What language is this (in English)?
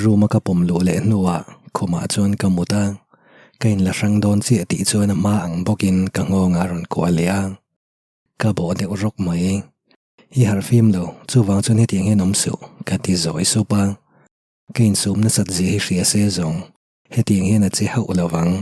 Mizo